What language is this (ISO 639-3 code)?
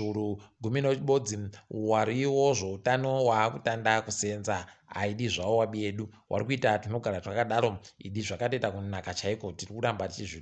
ndc